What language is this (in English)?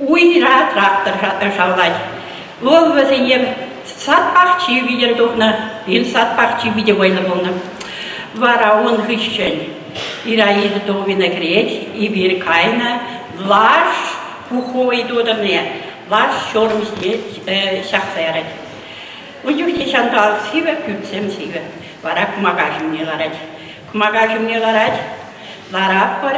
Chuvash